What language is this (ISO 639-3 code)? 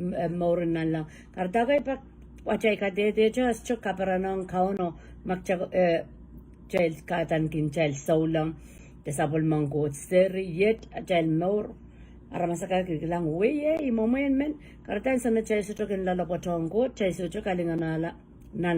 pon